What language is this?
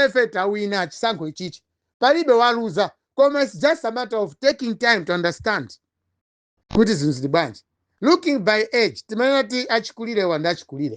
Nyanja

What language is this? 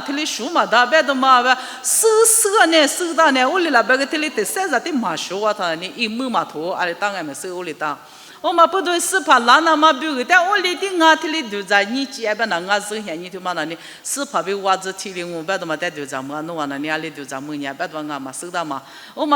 Lisu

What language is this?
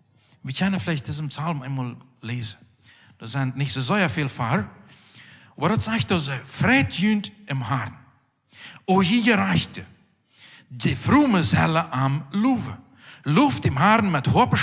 Plautdietsch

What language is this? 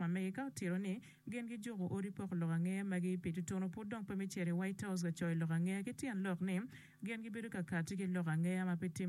Acoli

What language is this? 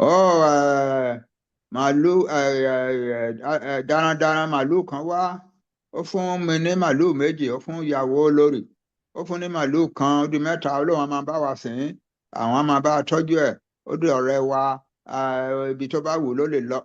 Yoruba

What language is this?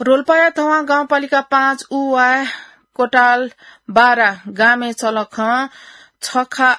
Newari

